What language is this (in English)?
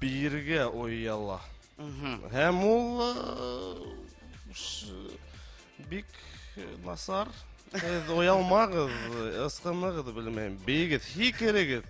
Bashkir